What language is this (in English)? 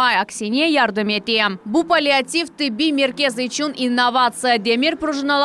Crimean Tatar